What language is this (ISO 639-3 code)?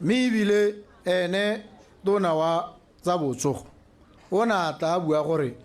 tsn